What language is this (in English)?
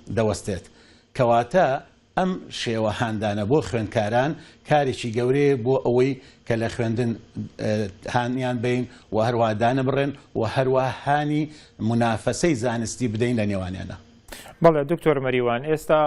Central Kurdish